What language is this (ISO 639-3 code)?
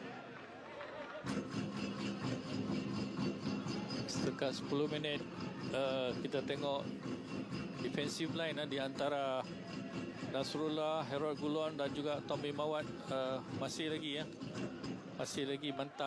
msa